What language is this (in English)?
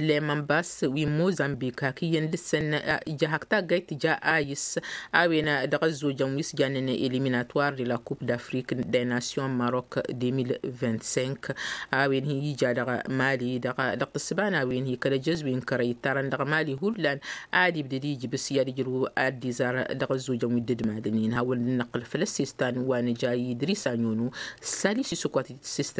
Tamasheq